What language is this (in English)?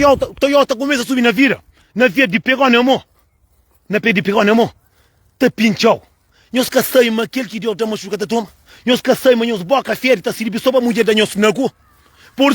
Kabuverdianu